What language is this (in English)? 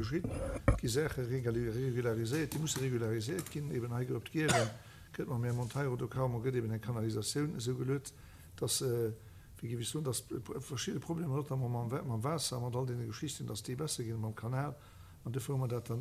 Luxembourgish